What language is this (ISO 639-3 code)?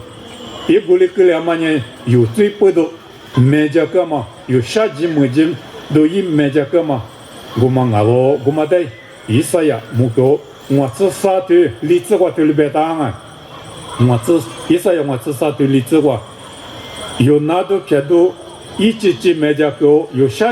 lis